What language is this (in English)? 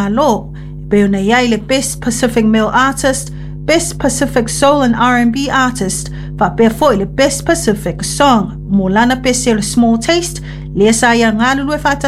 Samoan